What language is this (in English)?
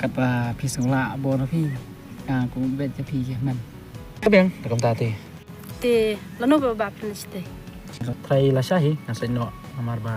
Khasi